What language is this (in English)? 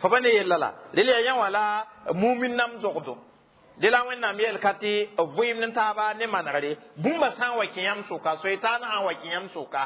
Mossi